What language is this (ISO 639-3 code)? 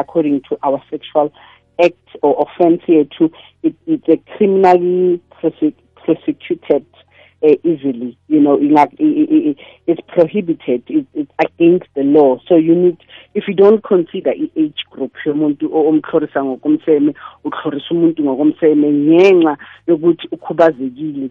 nbl